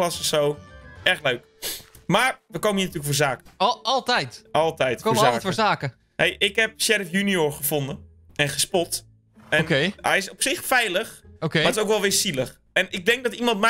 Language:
Dutch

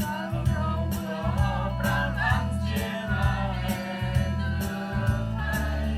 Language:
Central Mnong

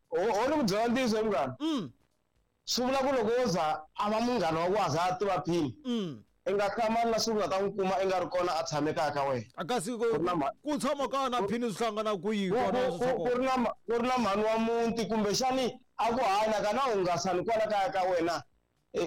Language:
Tsonga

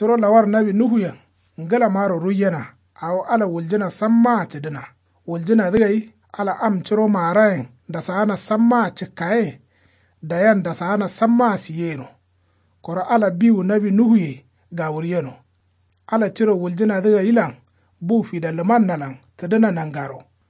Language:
Kanuri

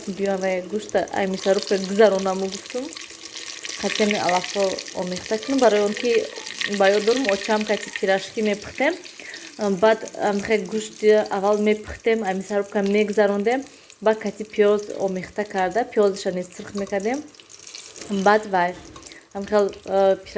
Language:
Tajik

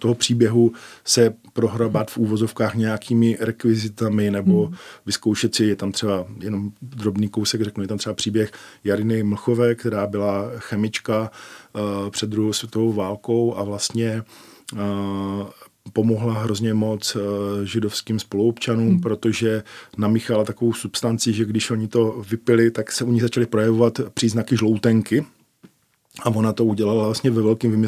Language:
Czech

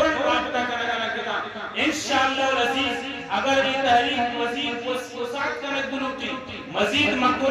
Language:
Eastern Balochi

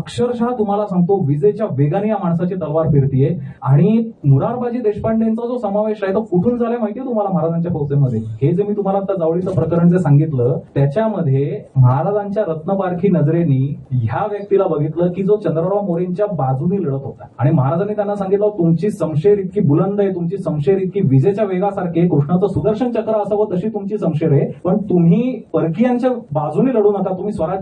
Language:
Marathi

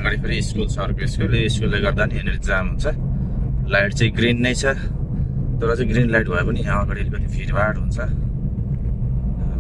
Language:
Nepali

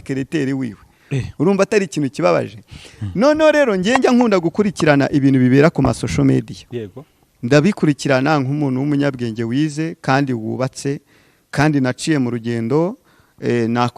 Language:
Kinyarwanda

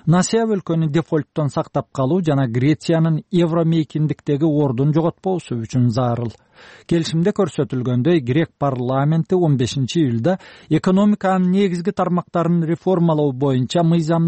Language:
Kyrgyz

